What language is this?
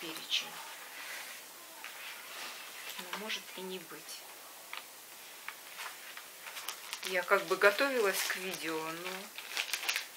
Russian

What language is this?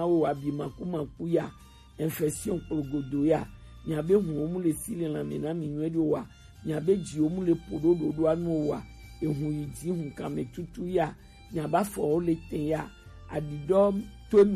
Gen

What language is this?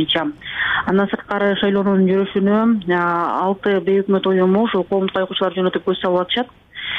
Kyrgyz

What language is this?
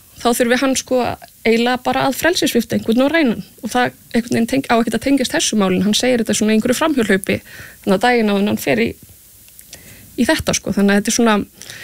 Icelandic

